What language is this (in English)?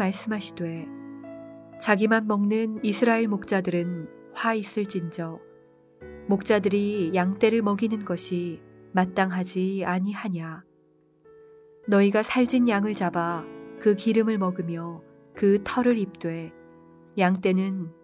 Korean